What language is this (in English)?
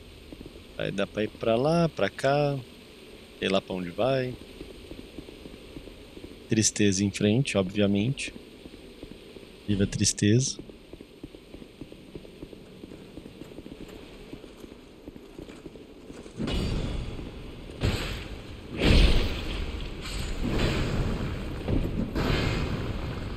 Portuguese